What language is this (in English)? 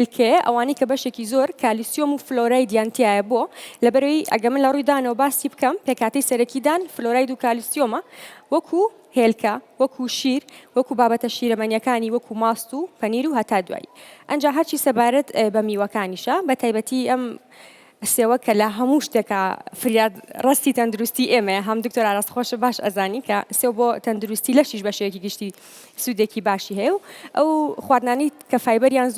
Central Kurdish